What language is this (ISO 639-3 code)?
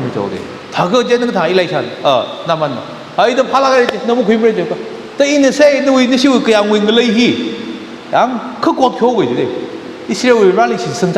nmf